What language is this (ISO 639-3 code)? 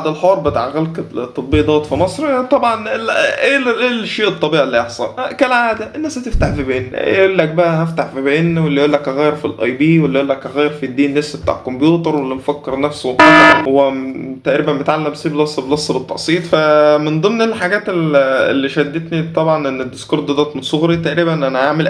arz